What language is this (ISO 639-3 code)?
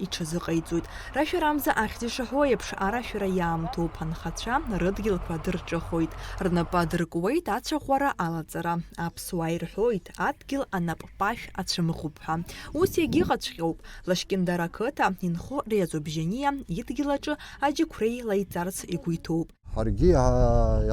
abk